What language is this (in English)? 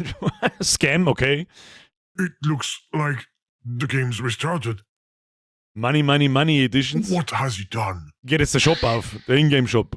Bavarian